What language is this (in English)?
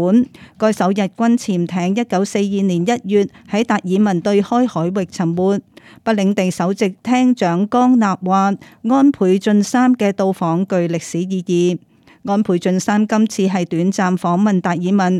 Cantonese